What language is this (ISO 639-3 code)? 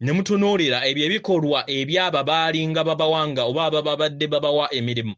lug